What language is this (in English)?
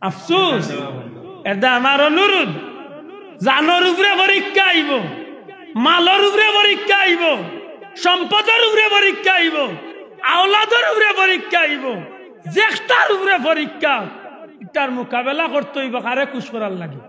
Sylheti